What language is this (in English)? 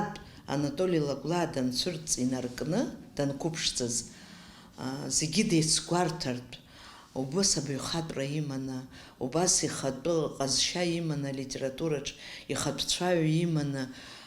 Abkhazian